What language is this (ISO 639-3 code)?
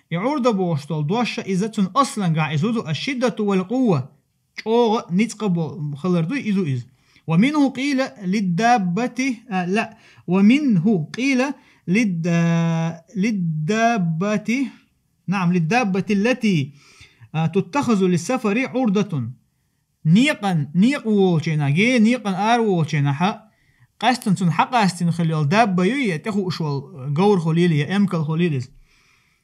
che